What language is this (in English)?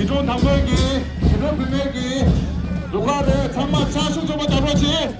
Tibetan